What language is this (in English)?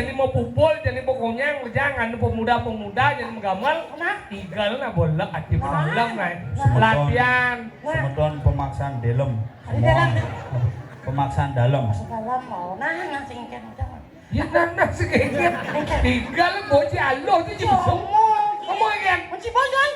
Balinese